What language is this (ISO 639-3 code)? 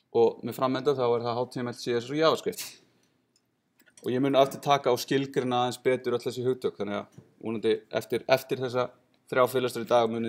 isl